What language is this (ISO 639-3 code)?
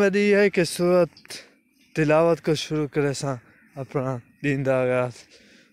skr